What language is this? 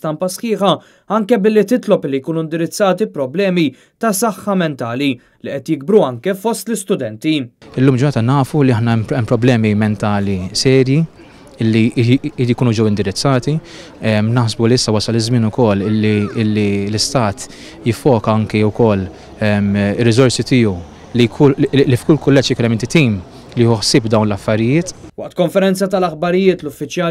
Maltese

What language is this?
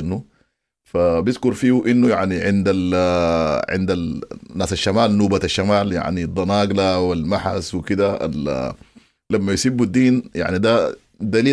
Sudanese Arabic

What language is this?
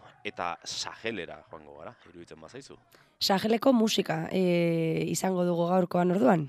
Basque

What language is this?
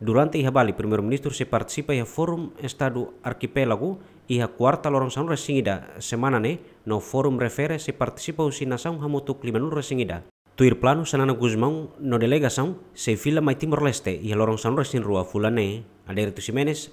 Tetum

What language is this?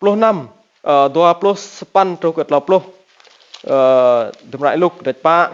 Rade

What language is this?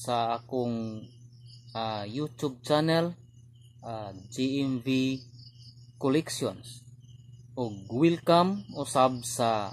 Cebuano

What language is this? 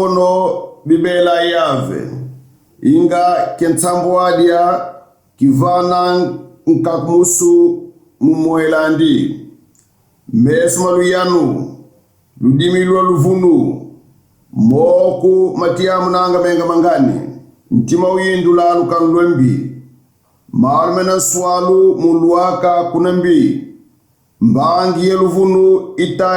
Kongo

